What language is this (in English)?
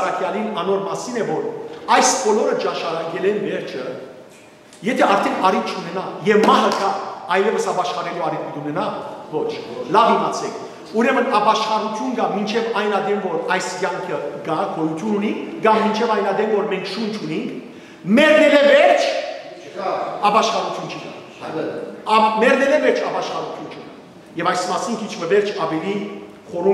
Western Armenian